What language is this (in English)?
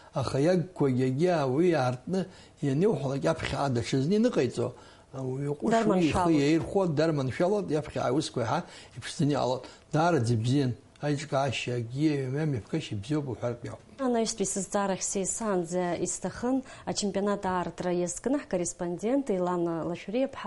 Abkhazian